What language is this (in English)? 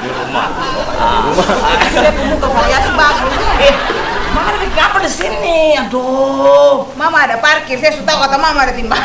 Ambonese Malay